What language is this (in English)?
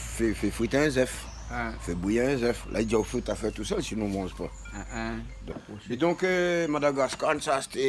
Réunion Creole French